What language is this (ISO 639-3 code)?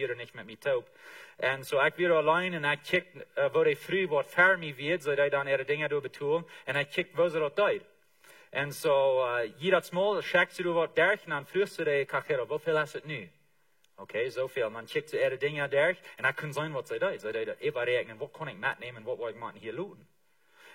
pdt